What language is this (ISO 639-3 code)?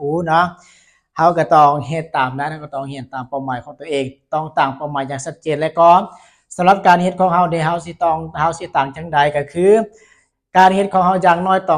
lao